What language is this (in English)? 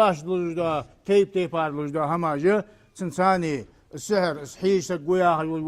Ingush